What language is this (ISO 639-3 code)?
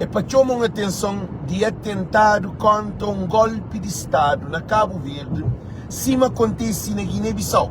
kea